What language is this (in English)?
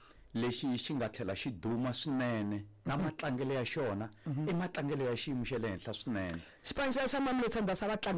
Tsonga